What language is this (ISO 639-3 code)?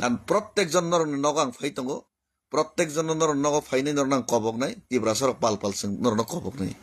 trp